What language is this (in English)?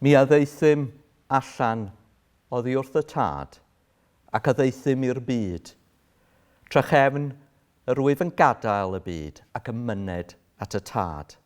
Welsh